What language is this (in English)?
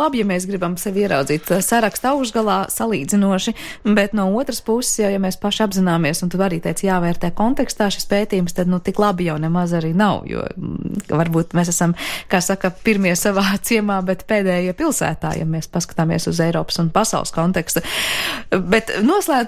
Latvian